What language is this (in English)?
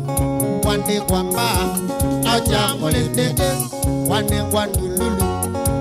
Kamba